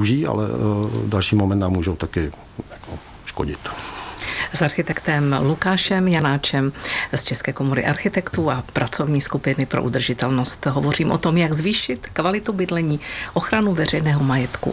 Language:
Czech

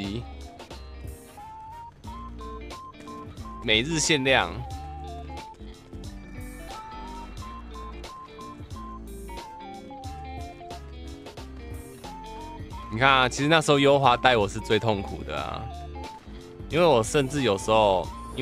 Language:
Chinese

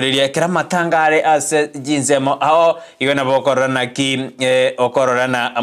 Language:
Gusii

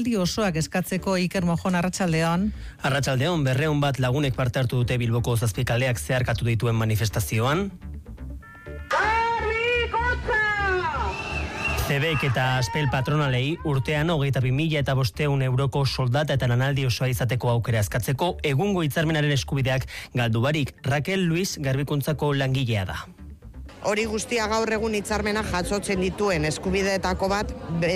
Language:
Basque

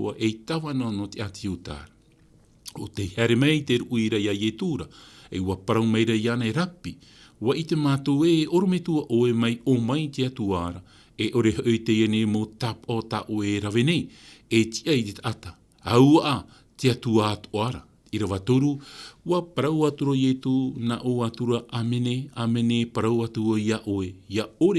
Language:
Tahitian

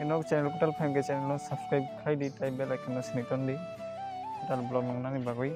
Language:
Kok Borok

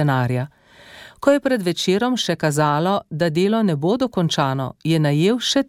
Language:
Slovenian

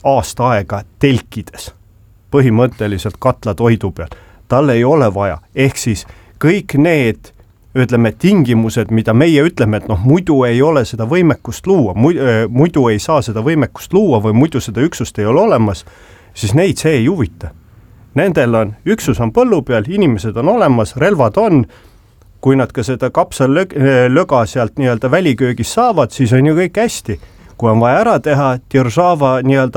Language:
Estonian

